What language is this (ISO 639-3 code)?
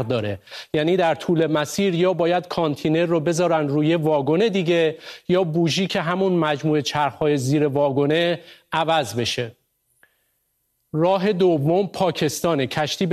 fas